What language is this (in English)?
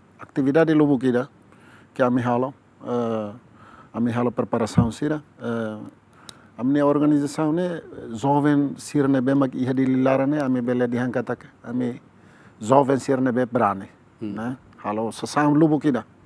Tetum